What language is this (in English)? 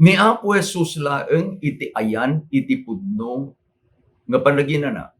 Iloko